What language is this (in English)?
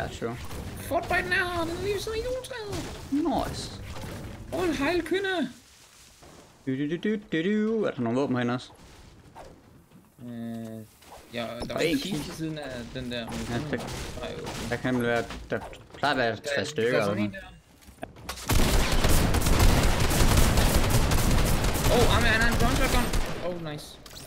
Danish